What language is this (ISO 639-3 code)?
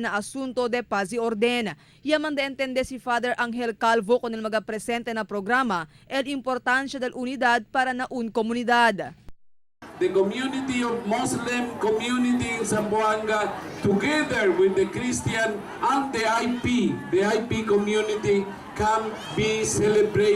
cbk